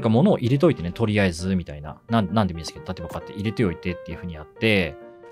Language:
Japanese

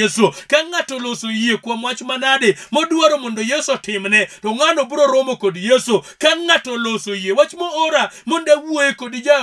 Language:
Luo (Kenya and Tanzania)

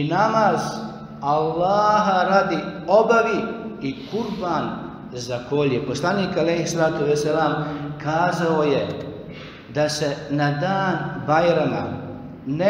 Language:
Bosnian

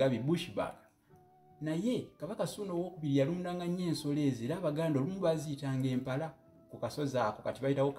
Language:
Ganda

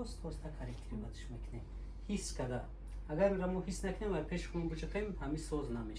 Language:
Tajik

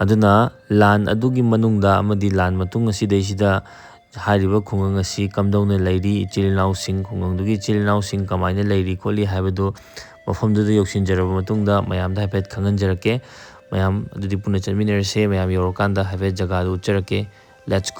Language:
Manipuri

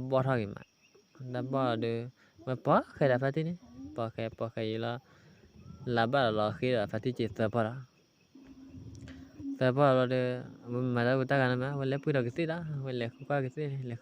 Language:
S'gaw Karen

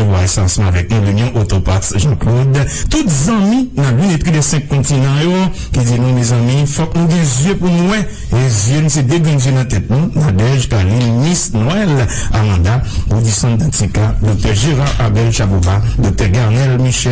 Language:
Haitian Creole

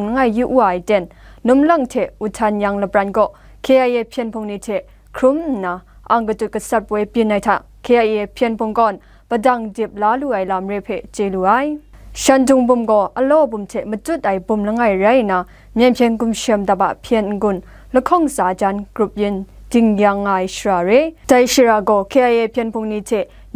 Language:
Kachin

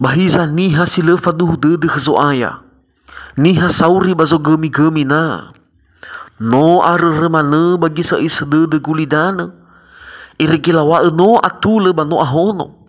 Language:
Nias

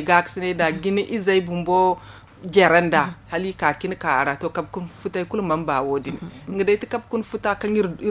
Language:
Zarma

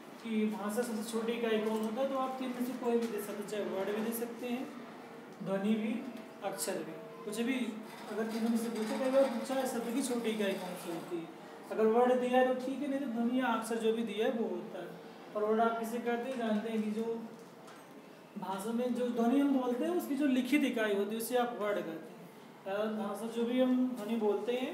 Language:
Hindi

